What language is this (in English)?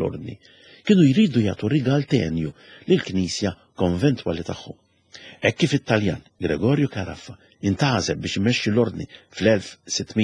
Maltese